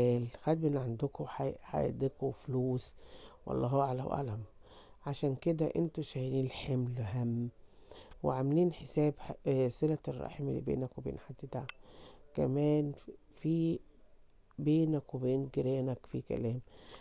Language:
Egyptian Arabic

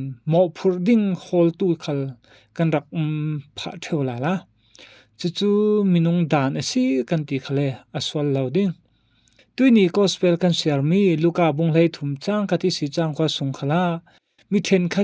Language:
Falam Chin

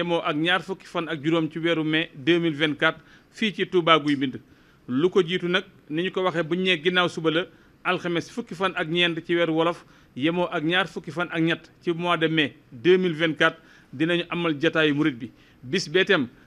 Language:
Wolof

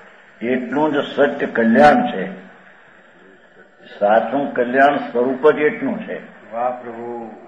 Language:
Gujarati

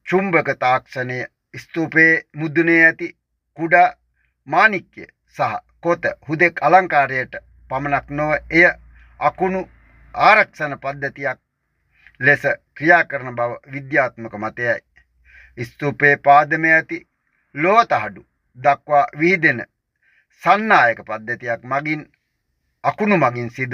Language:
Sinhala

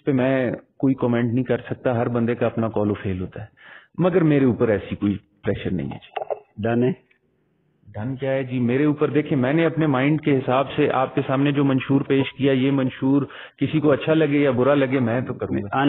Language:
Urdu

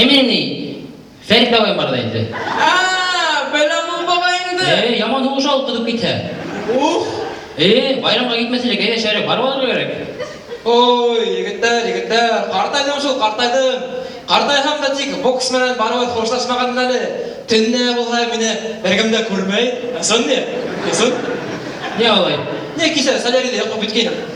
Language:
Bashkir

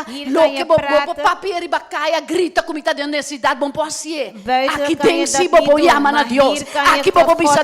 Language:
Papiamento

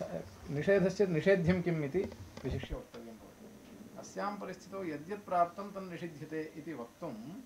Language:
Sanskrit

